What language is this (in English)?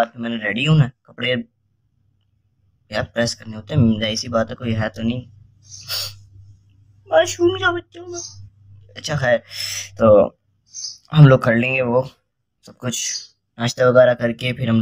Hindi